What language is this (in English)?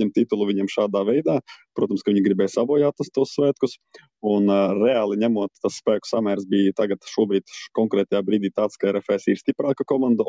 Latvian